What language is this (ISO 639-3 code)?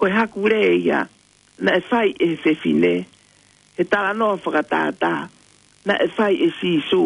ton